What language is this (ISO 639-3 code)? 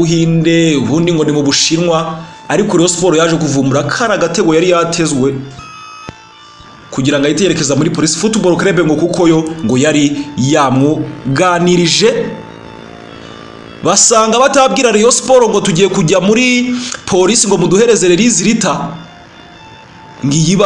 kin